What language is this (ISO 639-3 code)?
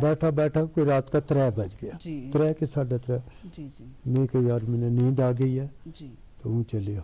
gju